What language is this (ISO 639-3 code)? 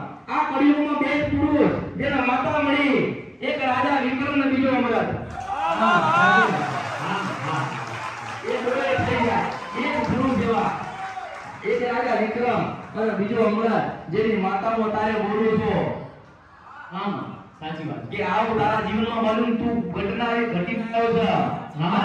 guj